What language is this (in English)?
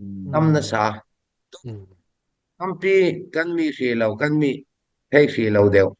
Falam Chin